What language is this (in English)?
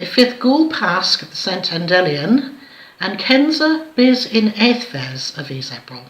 Cornish